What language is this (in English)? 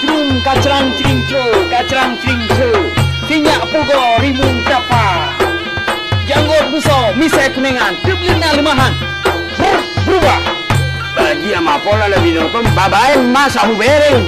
Achinese